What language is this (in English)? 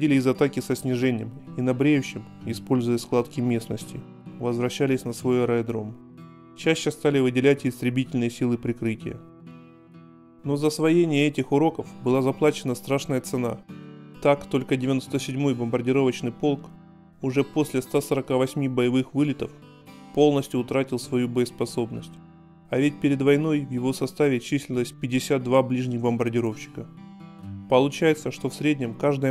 Russian